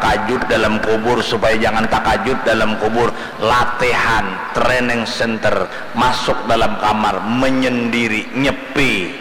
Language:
Banjar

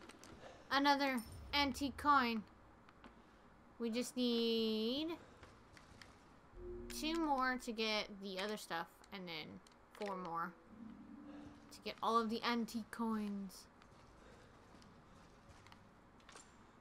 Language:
English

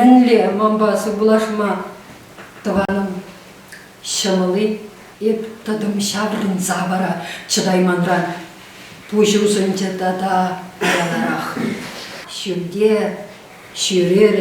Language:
Chuvash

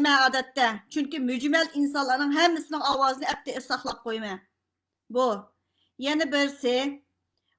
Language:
Uyghur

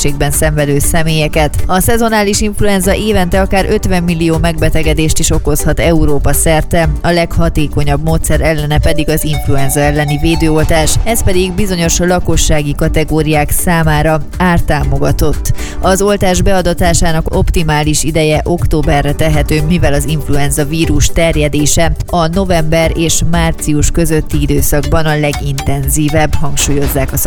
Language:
Hungarian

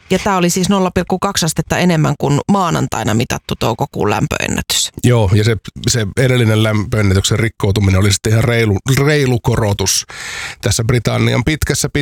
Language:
Finnish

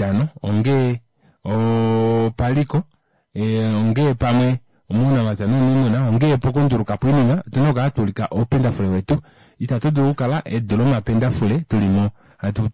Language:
Kuanyama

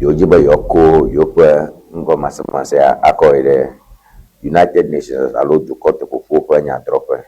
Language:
Ewe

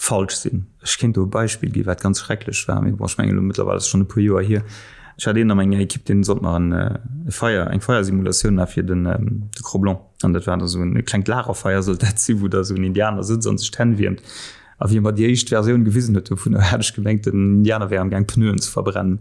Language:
Luxembourgish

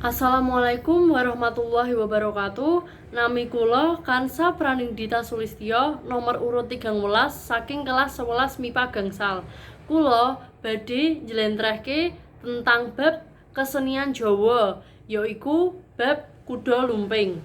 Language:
Javanese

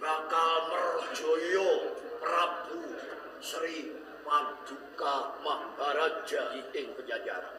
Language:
Javanese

